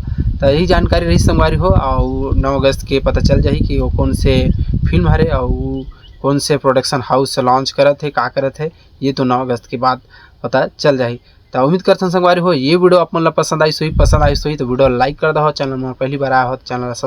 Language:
Chhattisgarhi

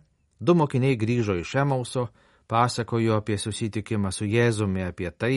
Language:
Lithuanian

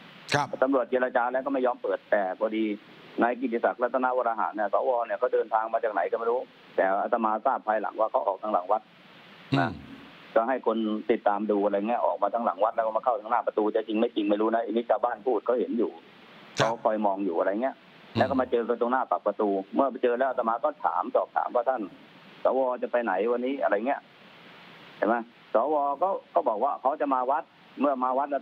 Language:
Thai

